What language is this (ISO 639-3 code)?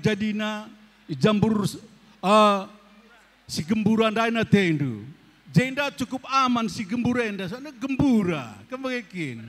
btx